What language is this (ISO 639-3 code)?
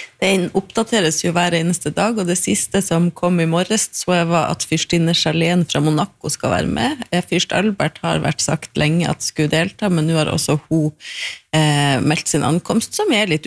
nor